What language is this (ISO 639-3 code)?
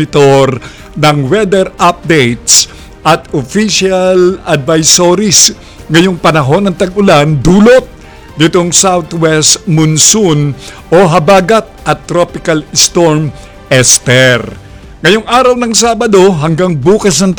fil